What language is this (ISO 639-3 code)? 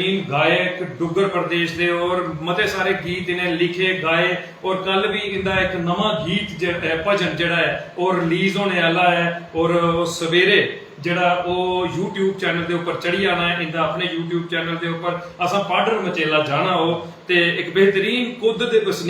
doi